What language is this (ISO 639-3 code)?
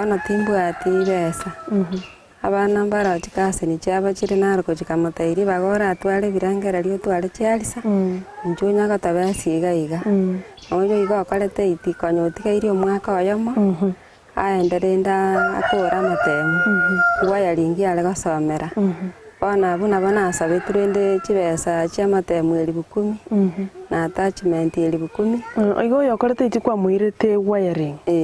guz